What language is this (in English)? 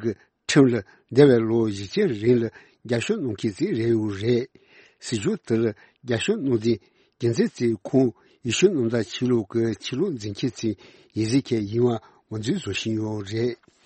Tibetan